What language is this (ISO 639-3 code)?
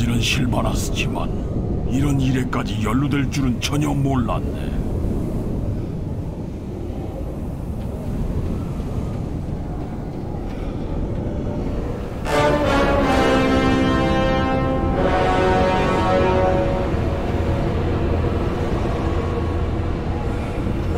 kor